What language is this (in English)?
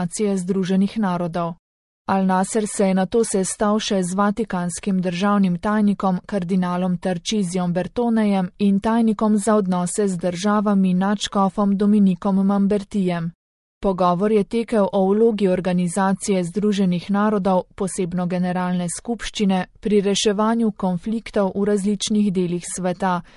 Slovenian